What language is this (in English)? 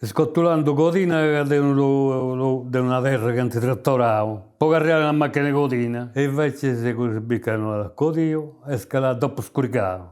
Sardinian